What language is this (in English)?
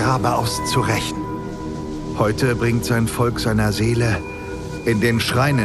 German